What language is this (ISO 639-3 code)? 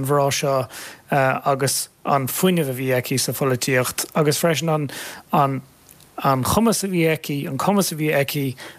gle